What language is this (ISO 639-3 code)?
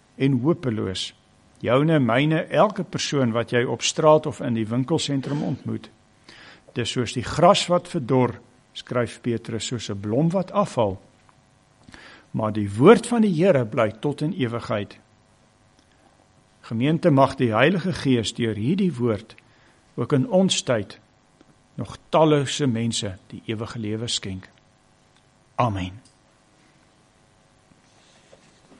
afr